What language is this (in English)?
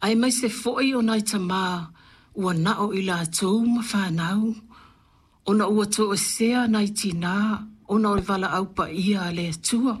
Samoan